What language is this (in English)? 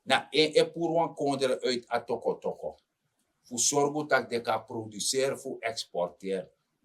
Sranan Tongo